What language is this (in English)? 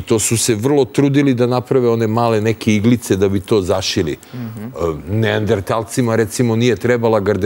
Serbian